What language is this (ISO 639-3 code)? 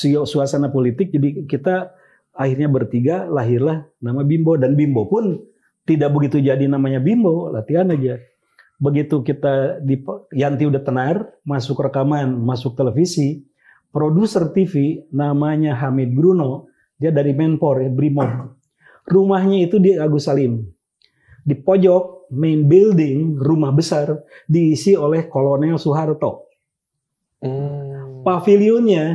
ind